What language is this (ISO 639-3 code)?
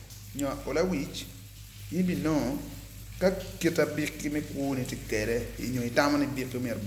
ach